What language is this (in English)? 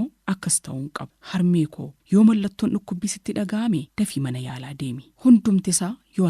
Oromo